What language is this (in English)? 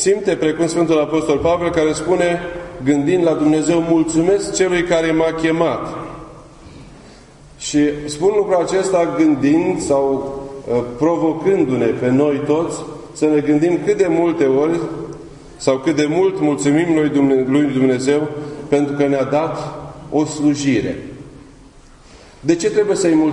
Romanian